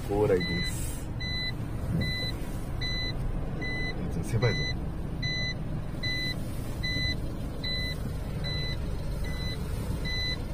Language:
Japanese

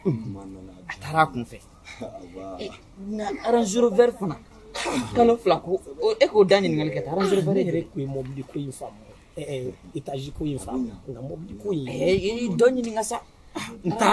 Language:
Bambara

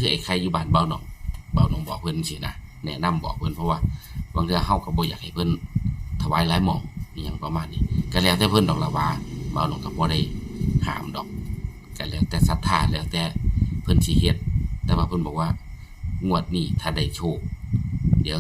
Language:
Northeastern Thai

